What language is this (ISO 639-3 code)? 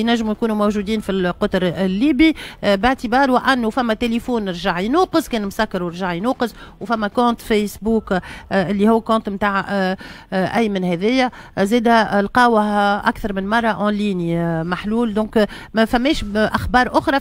aeb